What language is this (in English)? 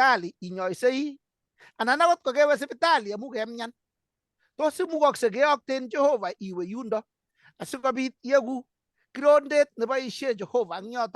Kalenjin